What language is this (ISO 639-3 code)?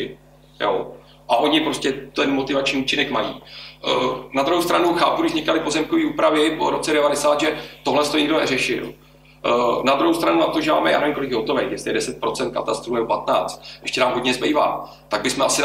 ces